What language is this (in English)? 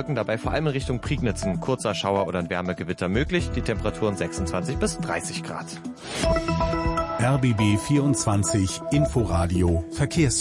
German